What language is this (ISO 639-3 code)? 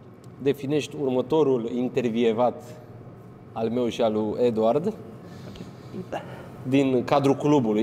ron